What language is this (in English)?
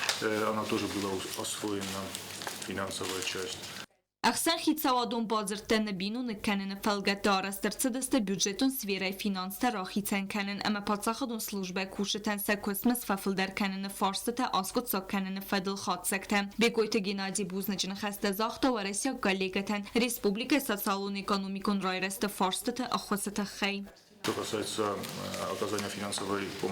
Ossetic